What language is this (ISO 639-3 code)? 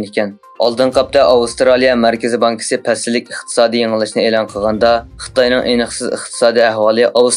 uig